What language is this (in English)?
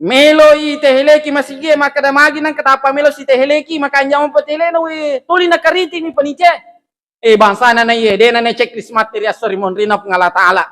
Buginese